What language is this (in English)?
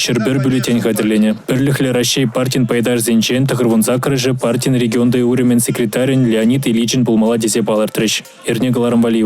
Chuvash